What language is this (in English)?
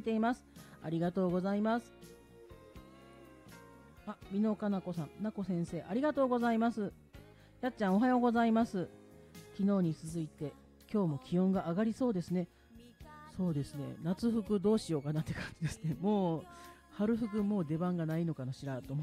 Japanese